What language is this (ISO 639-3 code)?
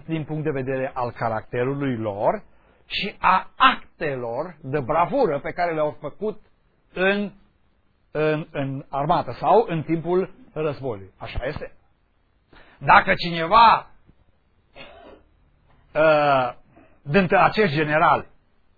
ron